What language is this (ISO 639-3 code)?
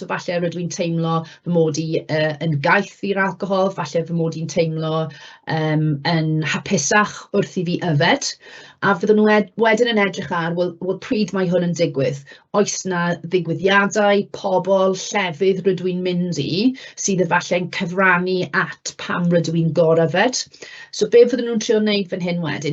cym